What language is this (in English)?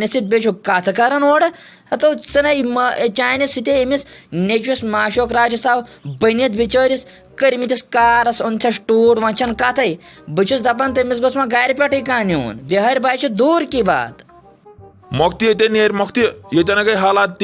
Kashmiri